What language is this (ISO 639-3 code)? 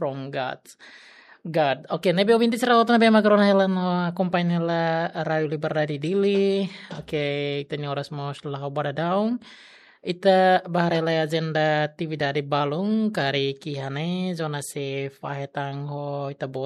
tet